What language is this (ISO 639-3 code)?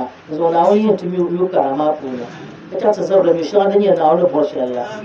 dag